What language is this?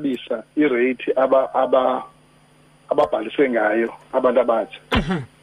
Xhosa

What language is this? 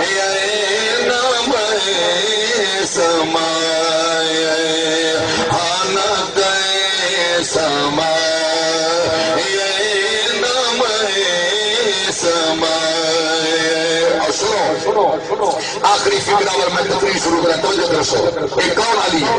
Saraiki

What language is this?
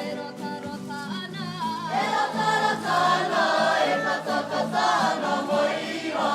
Māori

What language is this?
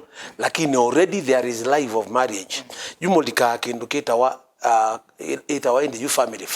Kamba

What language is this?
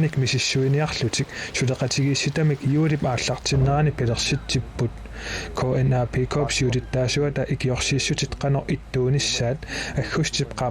Kalaallisut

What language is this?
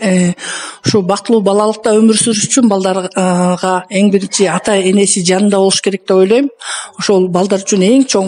Kyrgyz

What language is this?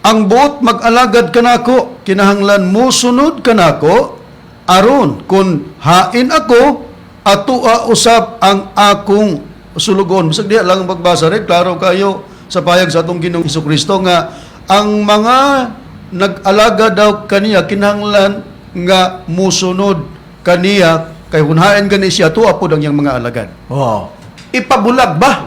Cebuano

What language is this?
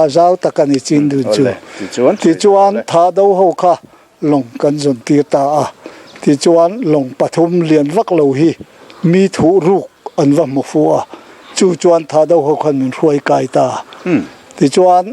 Mizo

